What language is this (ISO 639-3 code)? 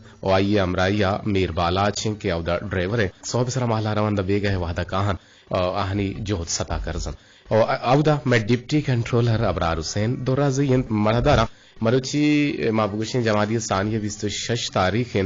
bgp